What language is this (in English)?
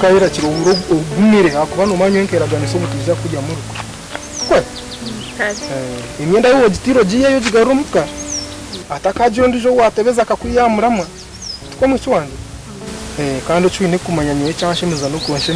Nyankole